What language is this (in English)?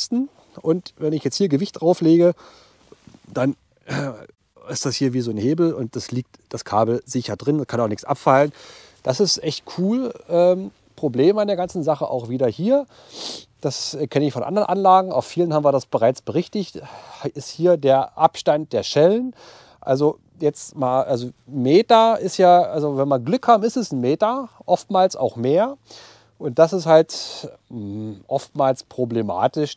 German